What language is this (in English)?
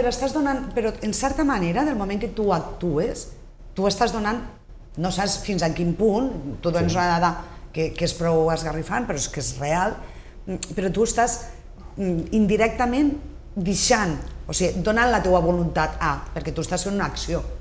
Catalan